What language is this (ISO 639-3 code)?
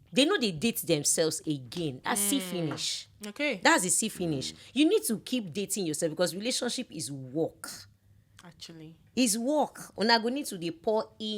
pcm